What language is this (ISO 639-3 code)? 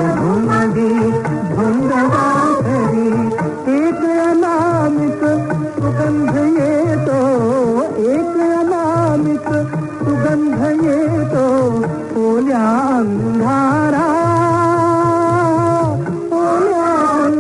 mar